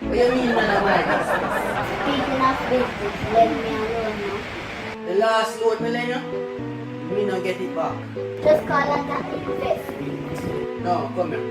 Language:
Jamaican Creole English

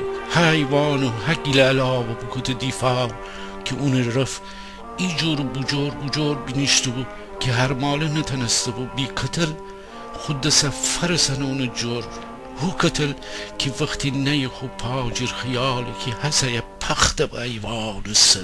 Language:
Gilaki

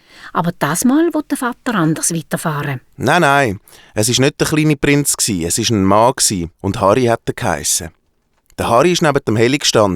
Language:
Swiss German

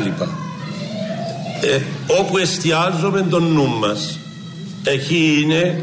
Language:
Greek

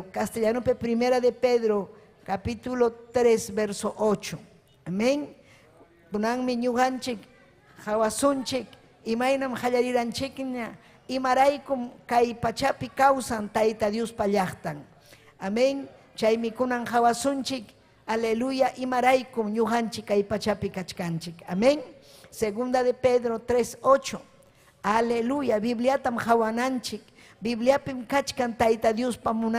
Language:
Ayacucho Quechua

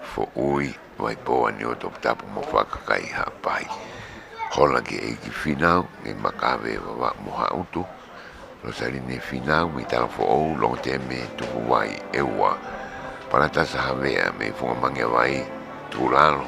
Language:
Tongan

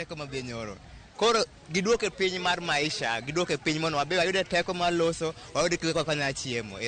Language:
Luo (Kenya and Tanzania)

